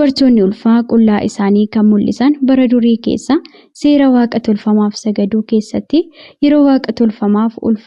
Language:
Oromo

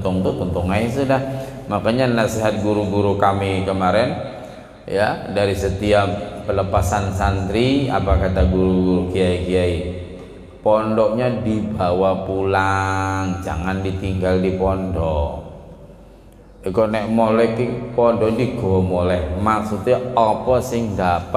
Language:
Indonesian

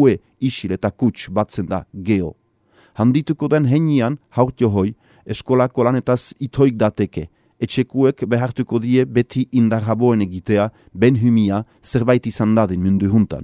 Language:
Basque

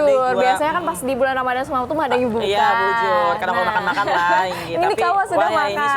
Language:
Banjar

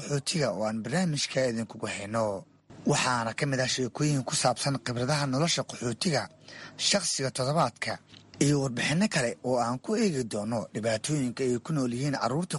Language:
Somali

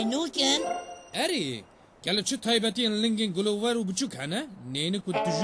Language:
Kurdish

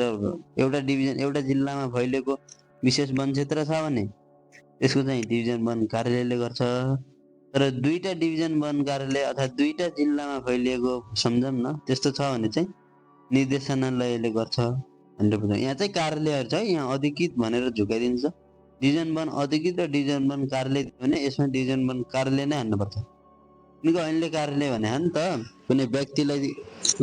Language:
Nepali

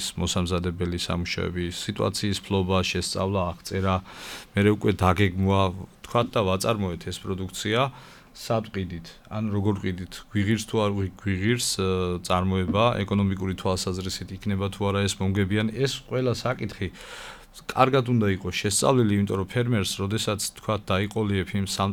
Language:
Georgian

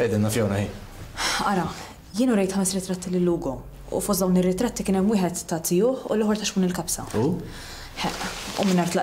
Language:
Maltese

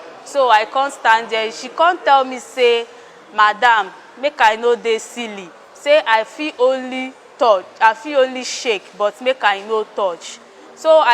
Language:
Nigerian Pidgin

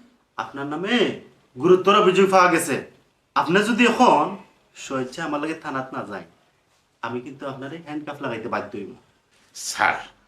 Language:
Sylheti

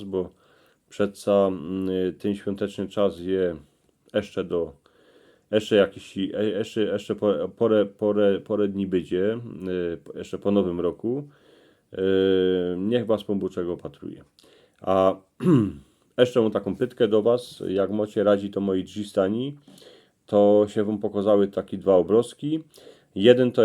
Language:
Silesian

